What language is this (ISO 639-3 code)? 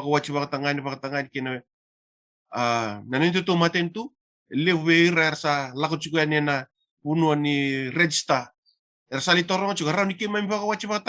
fij